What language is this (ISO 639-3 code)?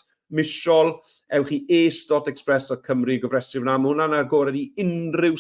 cym